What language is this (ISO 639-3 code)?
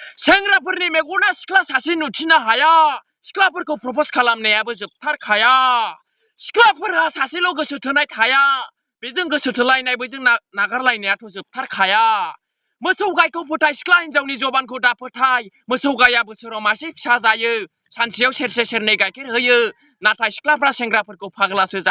brx